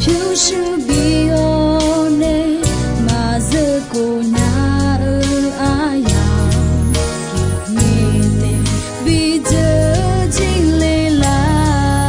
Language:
Akha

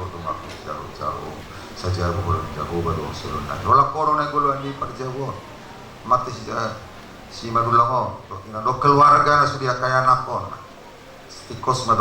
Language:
Batak Toba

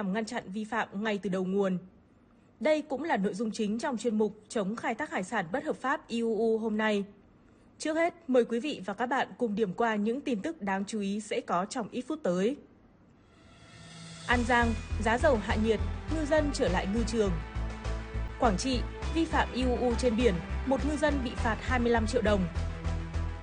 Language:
Vietnamese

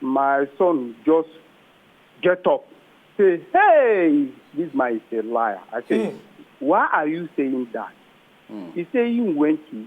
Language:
Nigerian Pidgin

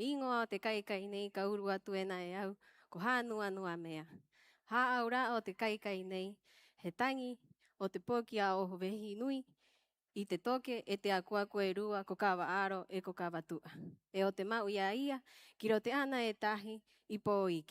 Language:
Rapanui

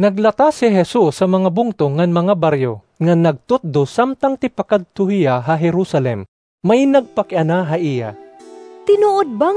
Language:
Waray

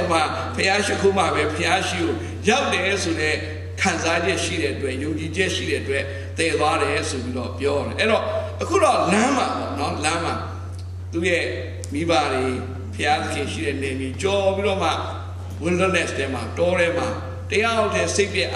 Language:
Burmese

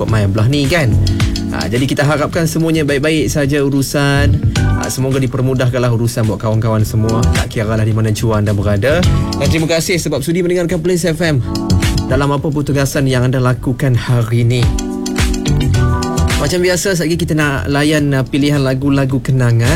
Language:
Malay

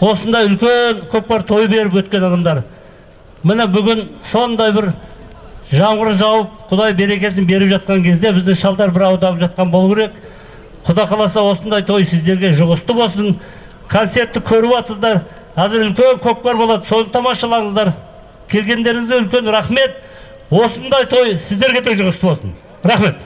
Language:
Kazakh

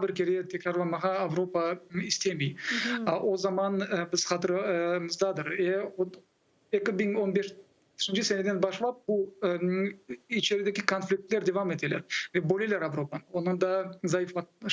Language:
Crimean Tatar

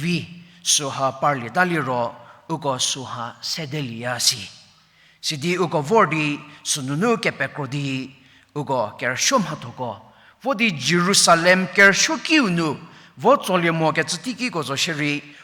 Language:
Angami Naga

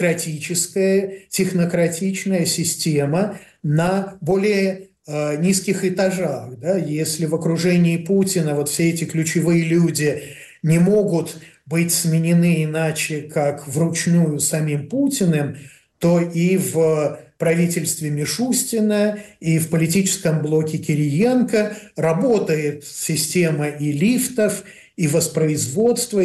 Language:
Russian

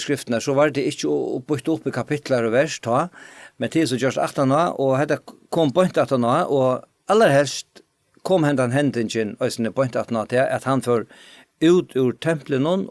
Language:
Faroese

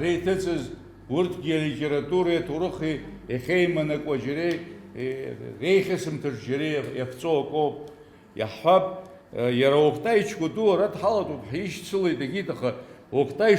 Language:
Abkhazian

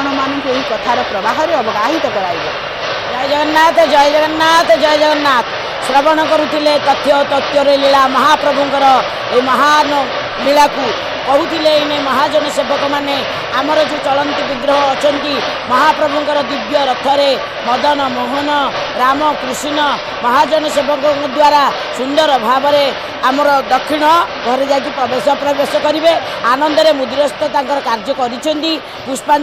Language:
Odia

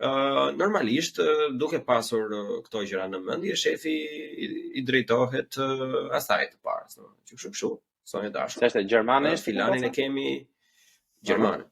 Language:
Albanian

